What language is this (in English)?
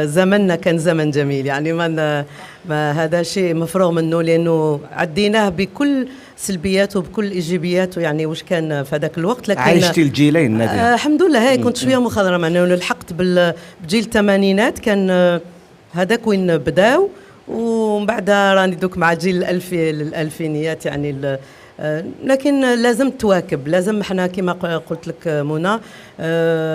Algerian Arabic